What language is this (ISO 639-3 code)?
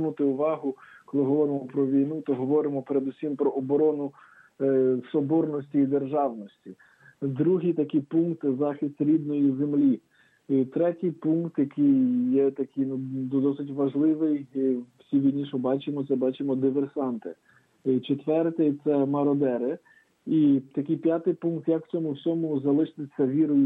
ukr